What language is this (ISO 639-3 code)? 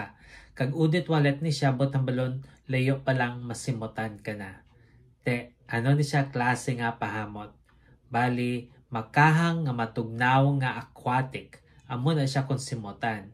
hil